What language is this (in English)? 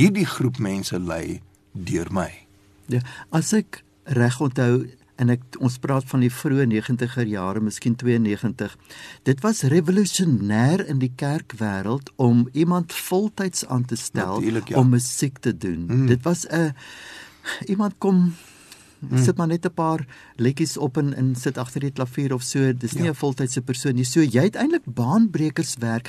Afrikaans